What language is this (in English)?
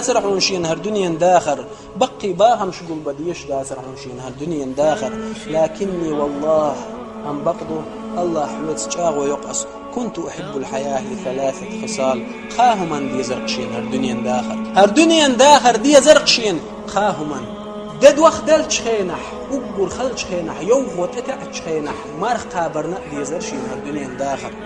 Chechen